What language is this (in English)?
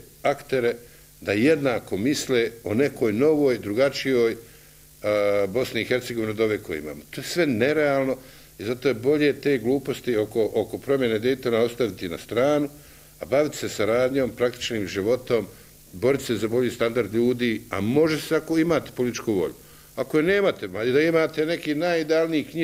Bosnian